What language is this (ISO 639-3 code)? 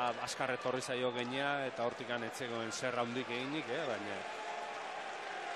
eus